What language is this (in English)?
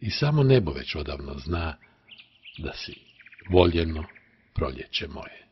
Croatian